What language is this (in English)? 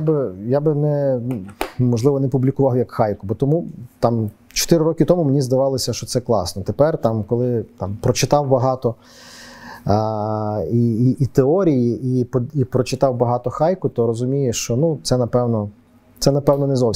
Ukrainian